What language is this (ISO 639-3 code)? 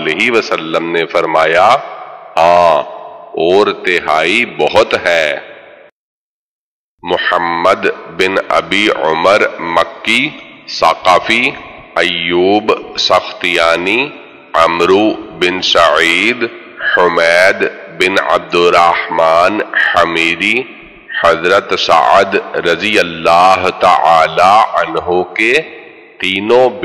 urd